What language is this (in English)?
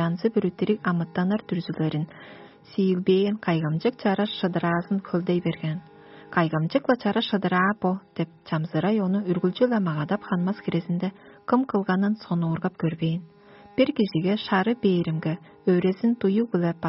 Tuvinian